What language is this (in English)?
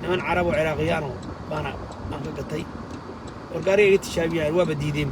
Somali